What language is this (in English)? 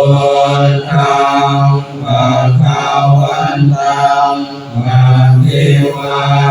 Pali